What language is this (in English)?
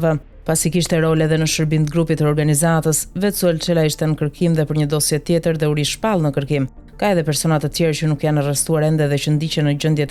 Albanian